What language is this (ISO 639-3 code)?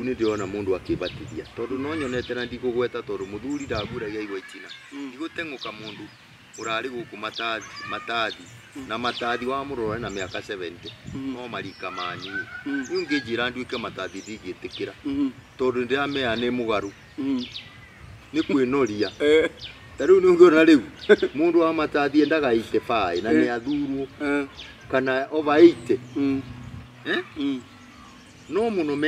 kik